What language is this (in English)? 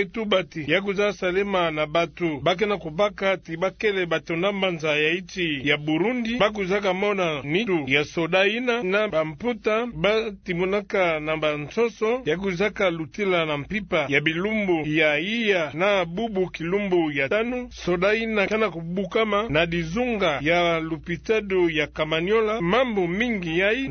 Kituba (Democratic Republic of Congo)